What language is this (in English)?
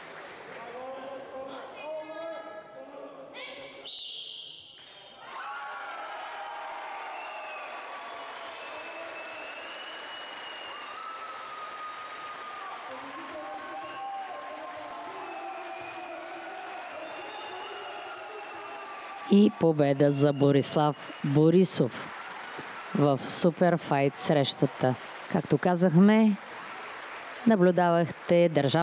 Bulgarian